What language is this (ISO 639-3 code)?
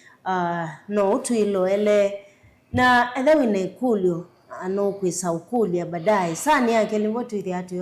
kam